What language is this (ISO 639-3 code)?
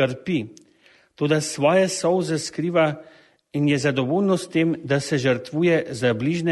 slv